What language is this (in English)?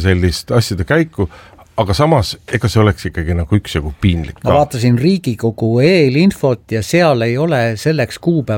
Estonian